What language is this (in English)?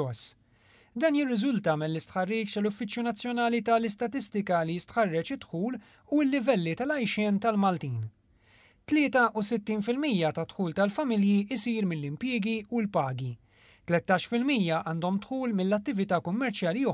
Maltese